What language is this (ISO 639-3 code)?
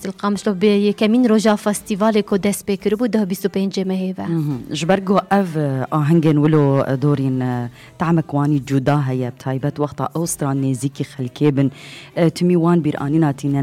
kur